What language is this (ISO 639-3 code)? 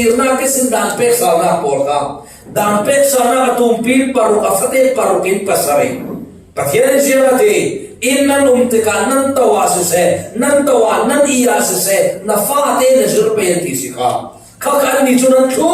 cfm